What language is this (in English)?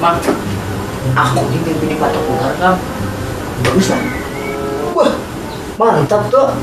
Banjar